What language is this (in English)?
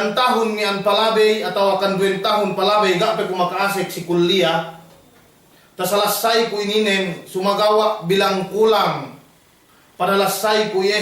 Yakan